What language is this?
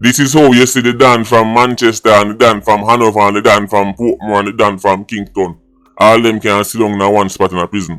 Jamaican Creole English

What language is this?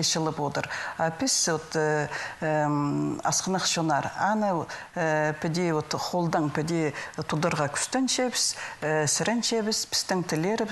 Khakas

